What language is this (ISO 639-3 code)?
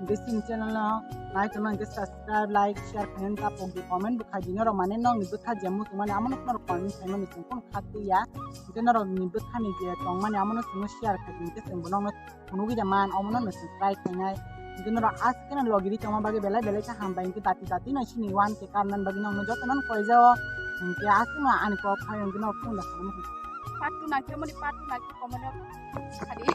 trp